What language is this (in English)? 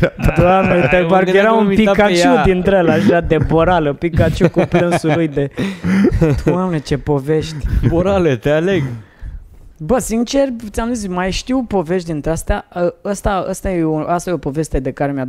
Romanian